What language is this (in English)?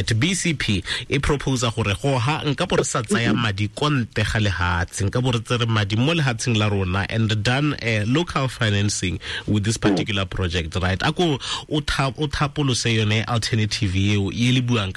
Tswana